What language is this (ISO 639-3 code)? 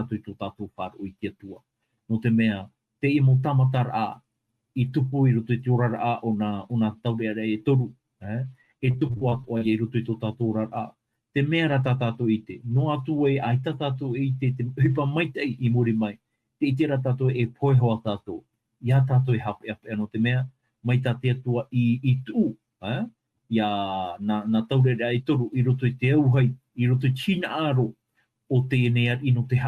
tah